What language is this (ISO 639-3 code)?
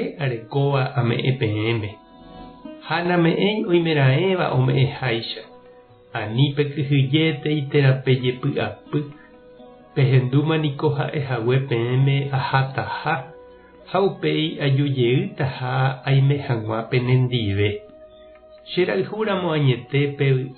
grn